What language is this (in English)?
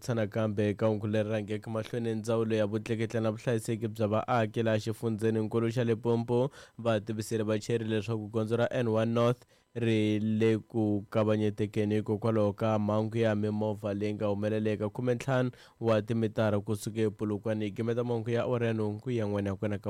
Tsonga